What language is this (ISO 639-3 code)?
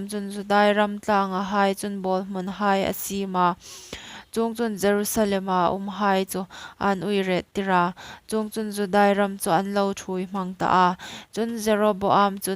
hmr